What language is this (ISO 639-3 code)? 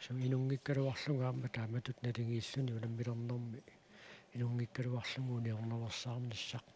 kal